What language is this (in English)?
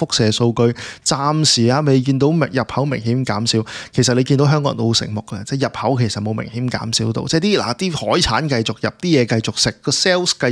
Cantonese